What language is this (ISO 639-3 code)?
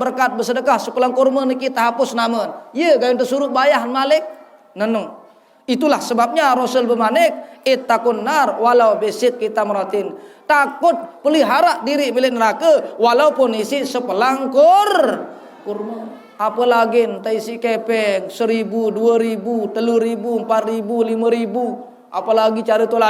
sas